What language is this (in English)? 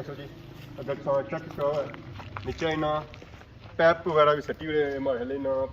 Pahari-Potwari